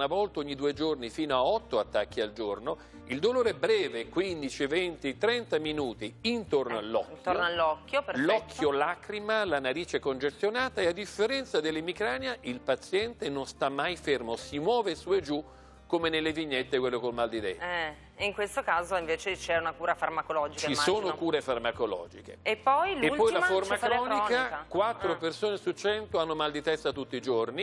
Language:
Italian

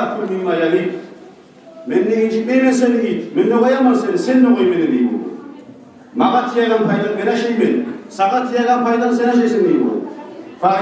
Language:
Kumyk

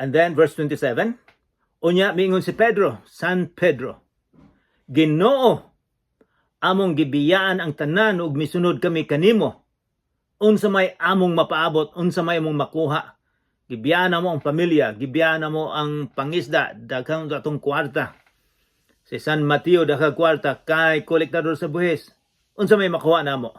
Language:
Cebuano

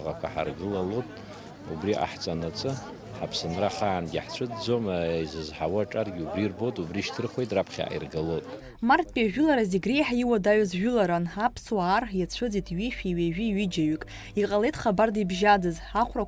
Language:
Abkhazian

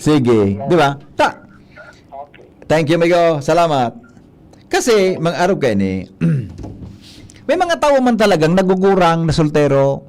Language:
Bikol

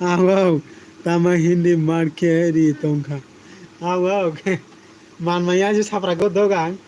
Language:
Kok Borok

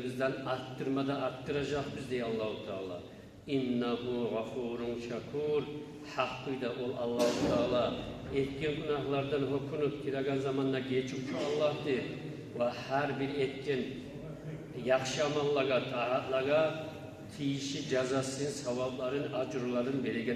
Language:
Kumyk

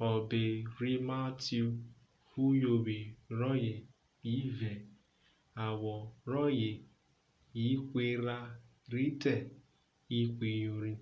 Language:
Urhobo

